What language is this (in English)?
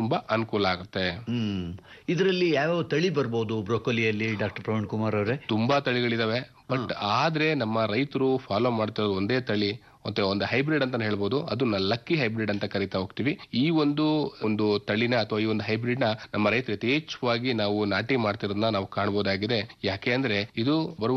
Kannada